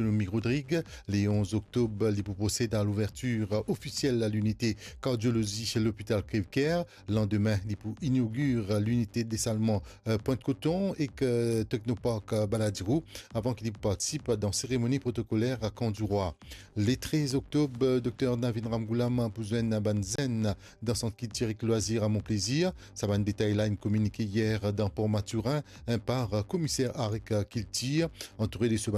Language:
Morisyen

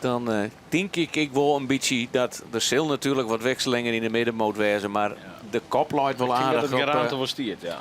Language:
Western Frisian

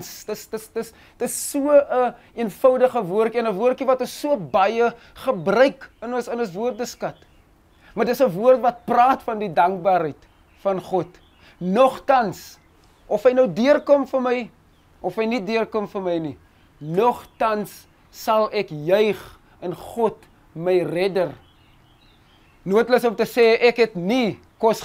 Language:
Afrikaans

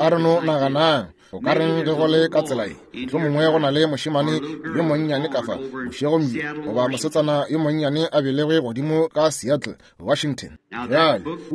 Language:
Northern Sotho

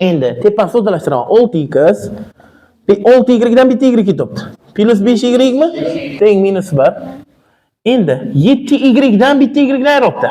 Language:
Uzbek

